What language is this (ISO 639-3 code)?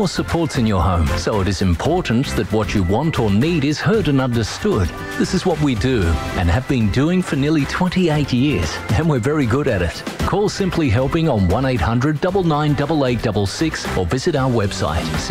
eng